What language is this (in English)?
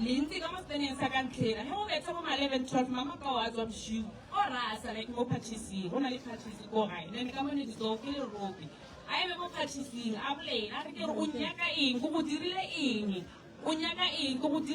Northern Sotho